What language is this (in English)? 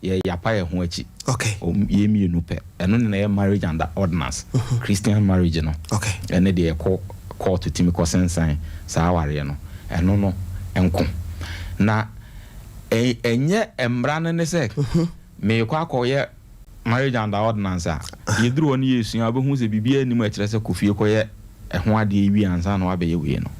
Akan